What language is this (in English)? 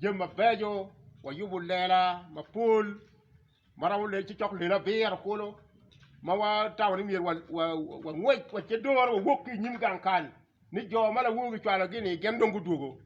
Acoli